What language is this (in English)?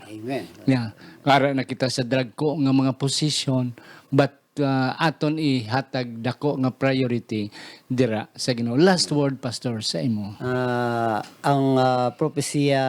Hiligaynon